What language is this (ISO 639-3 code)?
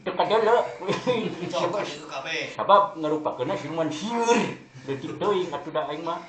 sun